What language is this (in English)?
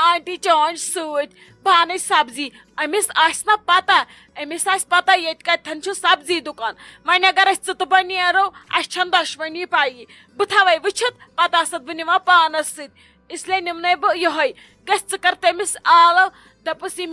Kashmiri